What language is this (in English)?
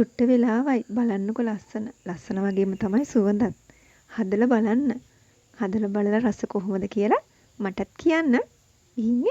Sinhala